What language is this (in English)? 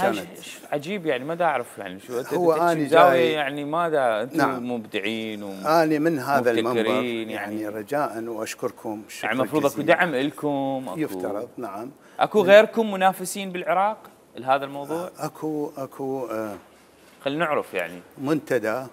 Mesopotamian Arabic